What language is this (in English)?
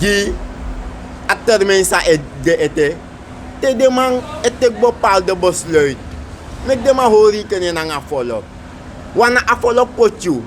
Sranan Tongo